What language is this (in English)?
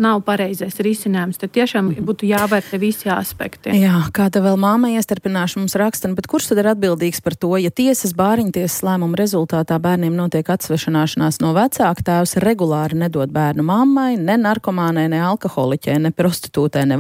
Latvian